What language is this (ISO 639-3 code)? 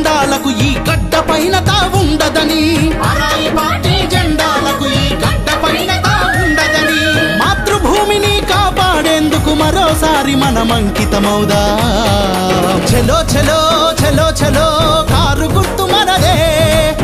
tel